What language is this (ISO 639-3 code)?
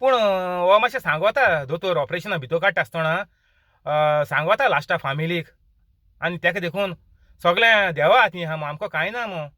kok